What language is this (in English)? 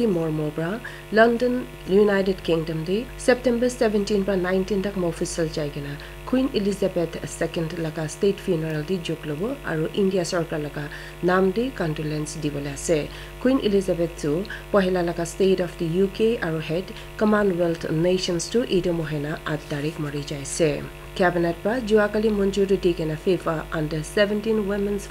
Naga Pidgin